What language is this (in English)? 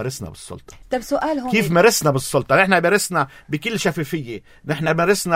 North Levantine Arabic